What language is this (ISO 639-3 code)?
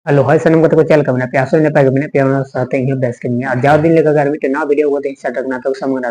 sat